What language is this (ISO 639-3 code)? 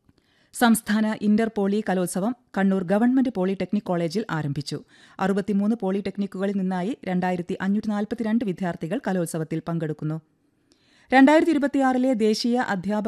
mal